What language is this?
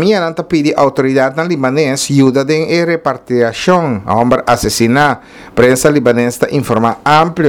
Papiamento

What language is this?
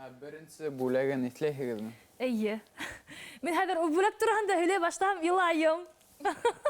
Bashkir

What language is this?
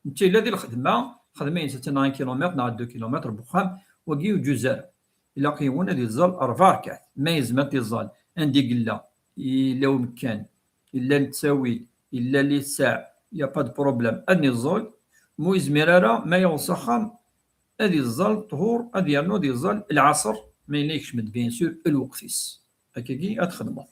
Kabyle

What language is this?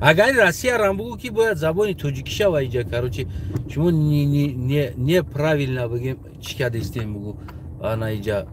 Tajik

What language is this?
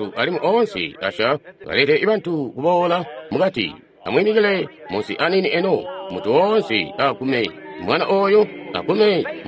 Tonga (Zambia)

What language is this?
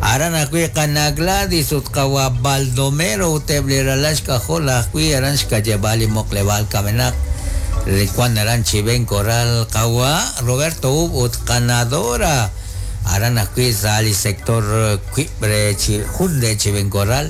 Kekchí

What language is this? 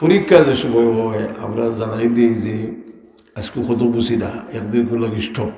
Sylheti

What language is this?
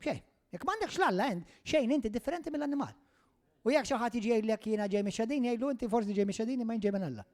Maltese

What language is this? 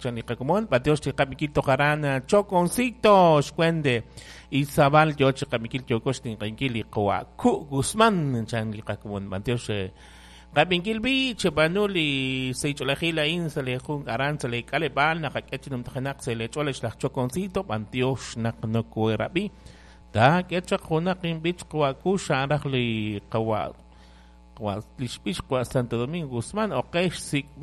Kekchí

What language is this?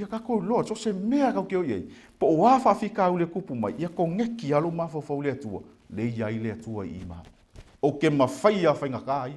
Samoan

